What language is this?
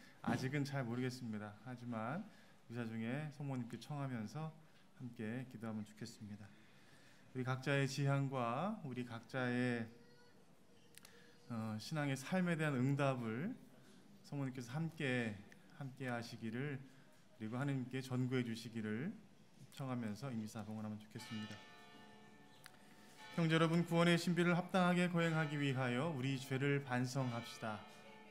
Korean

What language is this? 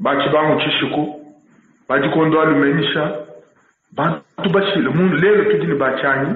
Luba-Lulua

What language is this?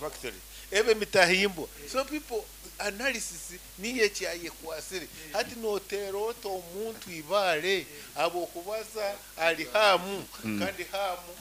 Nyoro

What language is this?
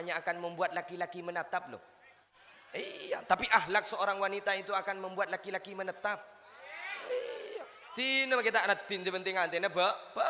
Madurese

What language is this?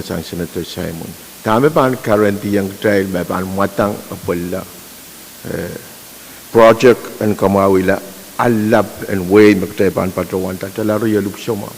Pohnpeian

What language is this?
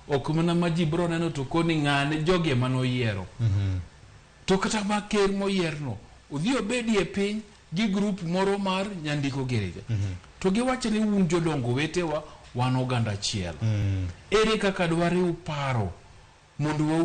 Luo (Kenya and Tanzania)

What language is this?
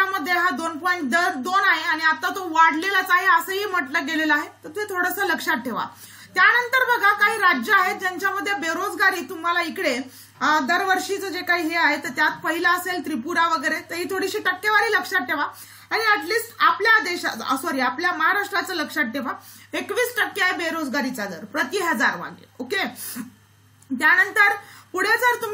Marathi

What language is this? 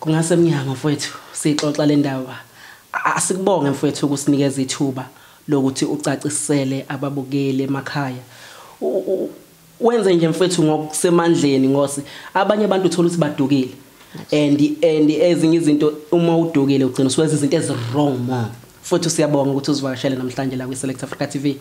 Zulu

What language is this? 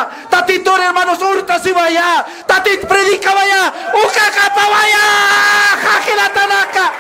Aymara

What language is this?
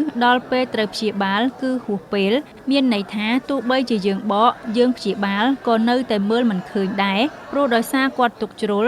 Khmer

